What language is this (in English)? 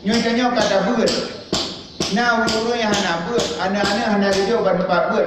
Achinese